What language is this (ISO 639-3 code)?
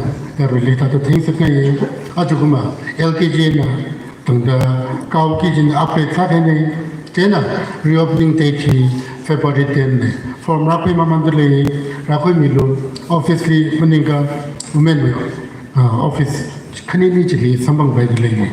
nmf